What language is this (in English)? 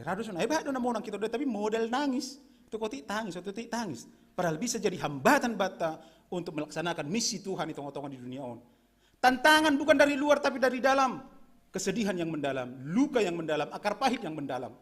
Batak Simalungun